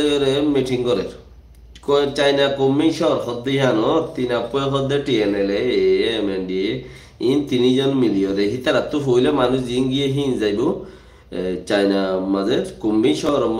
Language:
Rohingya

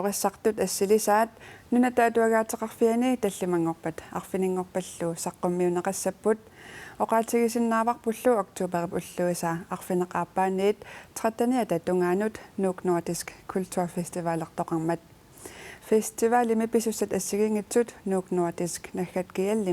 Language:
Kalaallisut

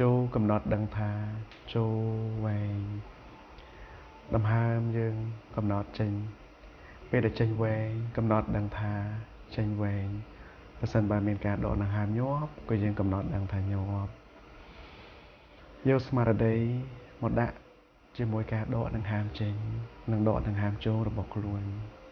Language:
Khmer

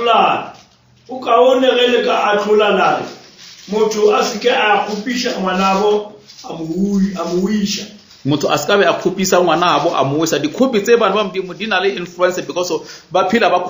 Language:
Northern Sotho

